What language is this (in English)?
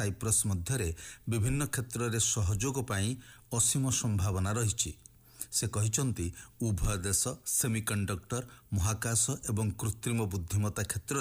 Odia